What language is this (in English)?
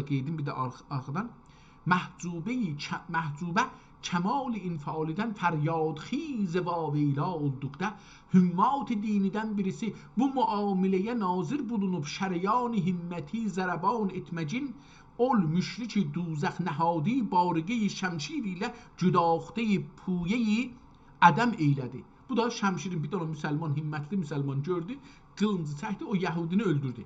South Azerbaijani